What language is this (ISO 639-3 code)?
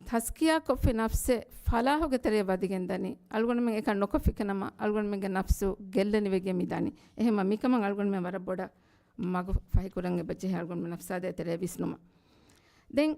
div